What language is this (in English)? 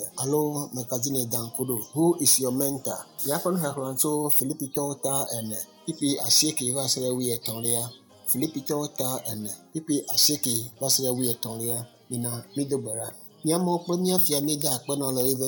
Ewe